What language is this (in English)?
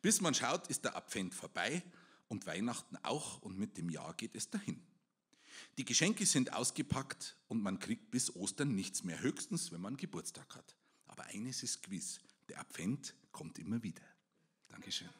Bavarian